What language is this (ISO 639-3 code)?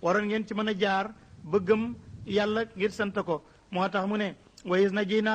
wol